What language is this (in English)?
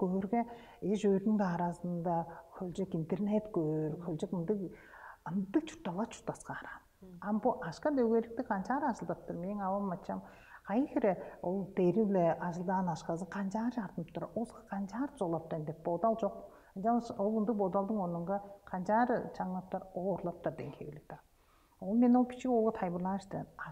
Tuvinian